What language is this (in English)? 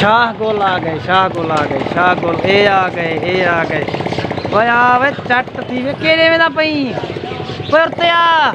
Saraiki